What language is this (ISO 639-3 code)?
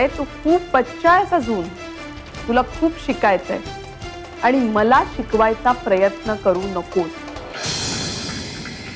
mar